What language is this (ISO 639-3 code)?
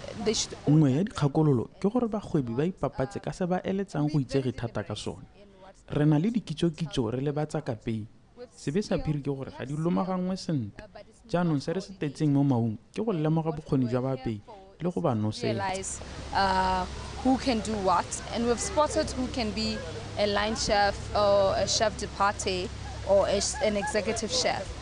tsn